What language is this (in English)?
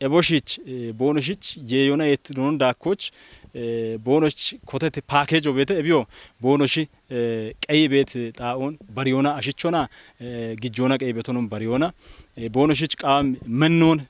Kafa